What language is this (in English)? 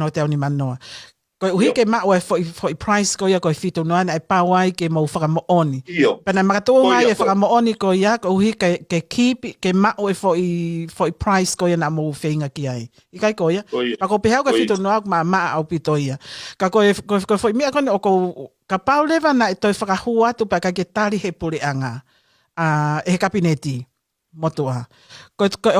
Tongan